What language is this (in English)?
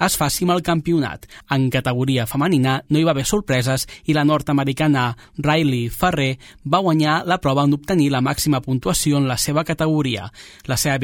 Catalan